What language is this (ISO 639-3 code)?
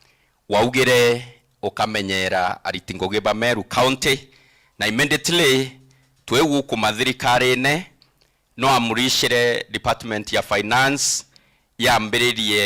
mer